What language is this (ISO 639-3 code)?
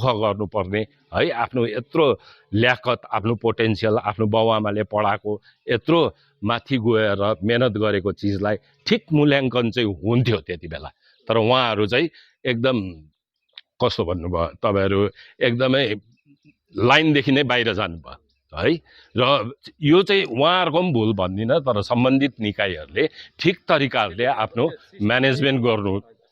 nep